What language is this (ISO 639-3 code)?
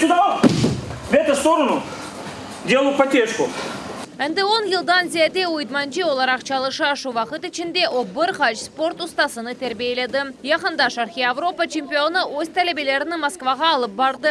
crh